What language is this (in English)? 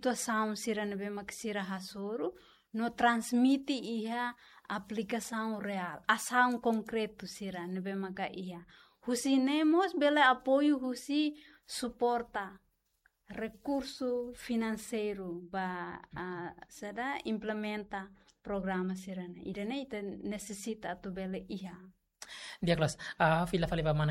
Tetum